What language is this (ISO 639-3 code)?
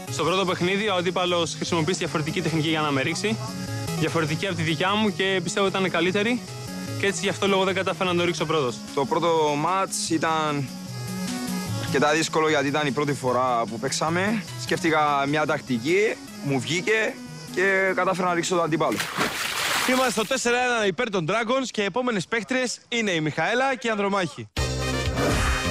ell